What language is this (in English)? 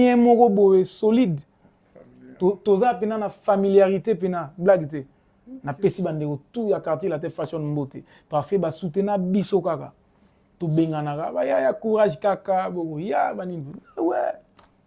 Lingala